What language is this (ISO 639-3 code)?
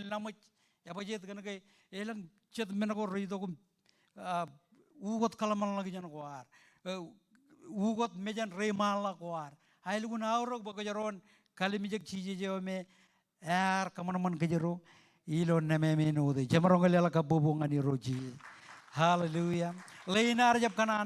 mah